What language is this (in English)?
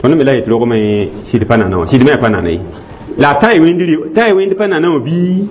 Mossi